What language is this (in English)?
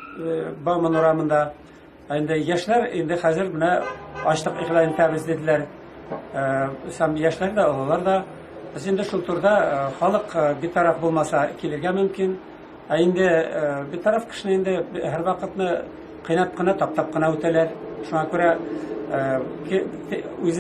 Tatar